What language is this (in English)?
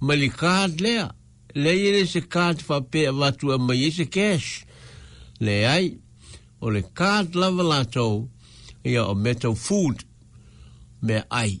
Samoan